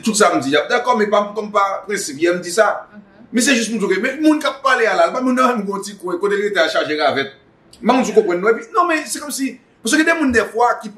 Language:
Haitian Creole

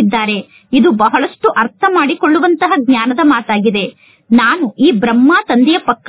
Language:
Kannada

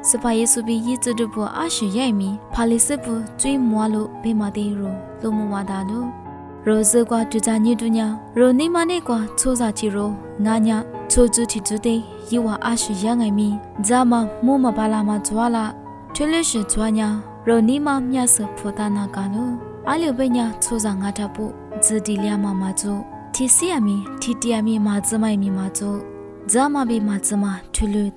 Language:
Lisu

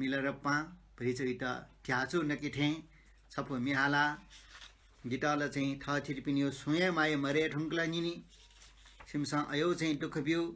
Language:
Newari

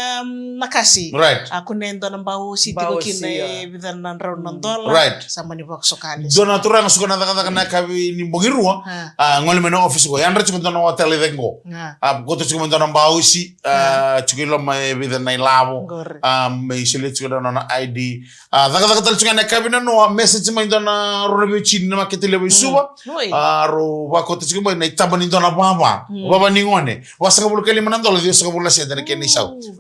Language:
Fijian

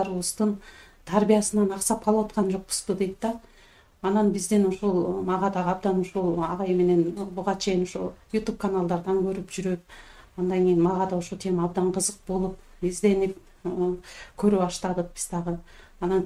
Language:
Kyrgyz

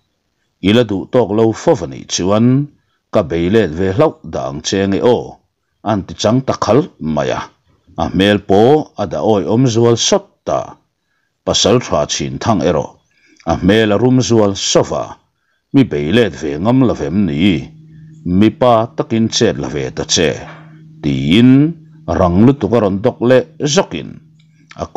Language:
Mizo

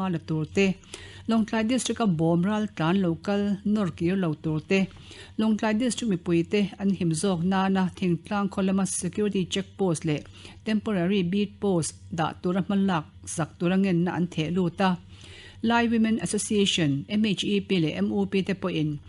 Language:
Mizo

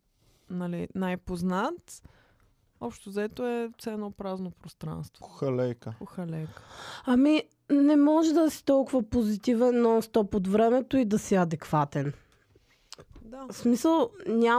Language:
Bulgarian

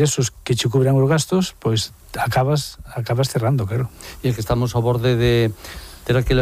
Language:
Galician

